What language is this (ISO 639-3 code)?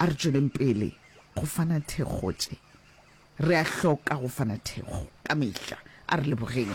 nso